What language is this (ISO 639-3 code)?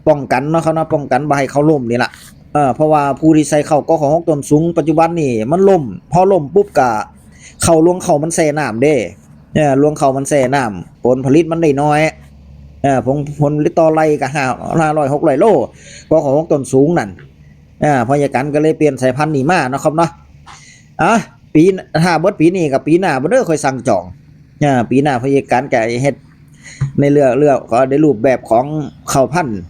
tts